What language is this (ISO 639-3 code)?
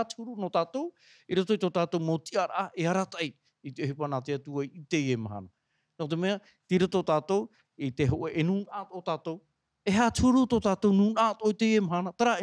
tah